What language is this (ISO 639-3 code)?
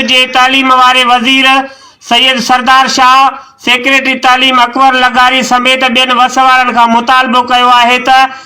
snd